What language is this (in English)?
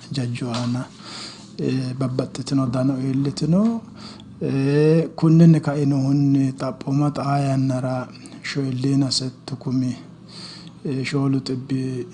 Sidamo